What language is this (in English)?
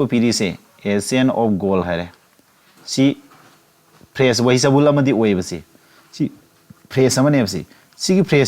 Manipuri